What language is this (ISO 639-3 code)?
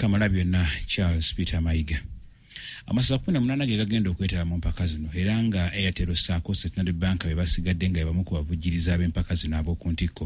lug